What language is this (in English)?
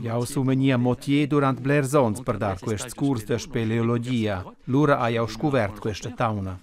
Romansh